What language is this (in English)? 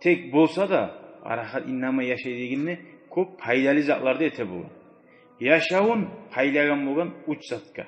Kumyk